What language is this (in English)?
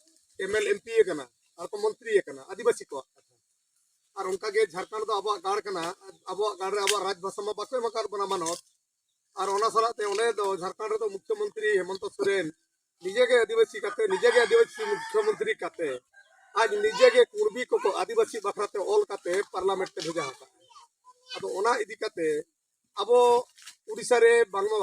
Santali